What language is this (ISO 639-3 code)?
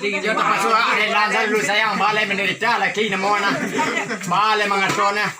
min